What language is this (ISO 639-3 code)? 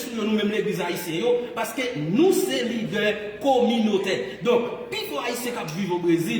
hat